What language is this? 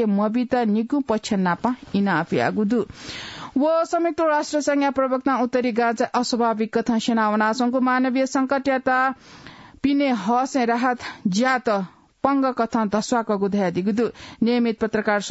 Newari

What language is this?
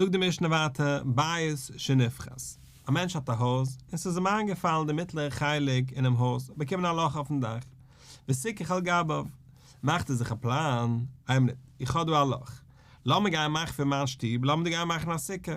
Yiddish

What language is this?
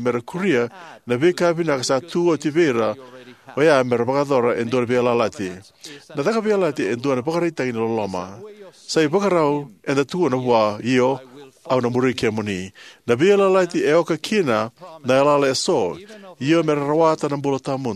Fijian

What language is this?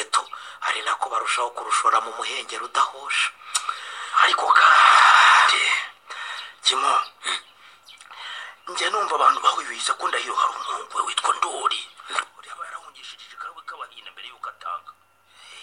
Kinyarwanda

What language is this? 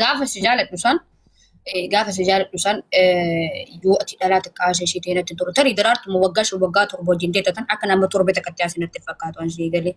Oromo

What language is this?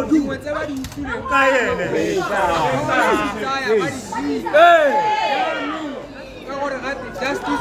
Tswana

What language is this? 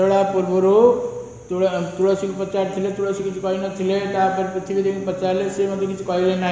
Odia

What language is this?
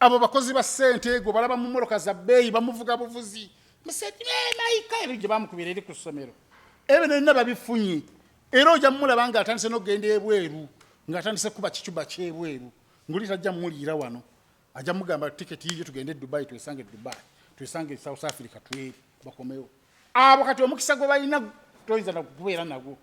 Ganda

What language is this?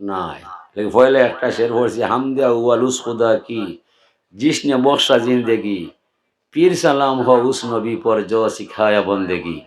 Sylheti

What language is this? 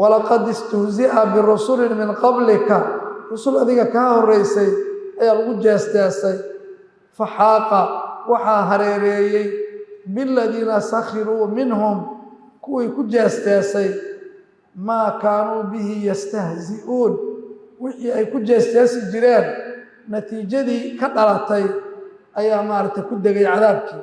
Somali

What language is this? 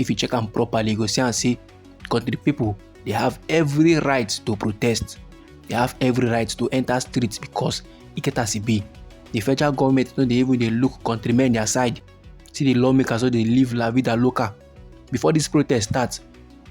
Nigerian Pidgin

